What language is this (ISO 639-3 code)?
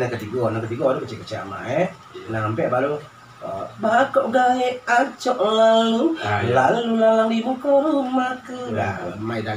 min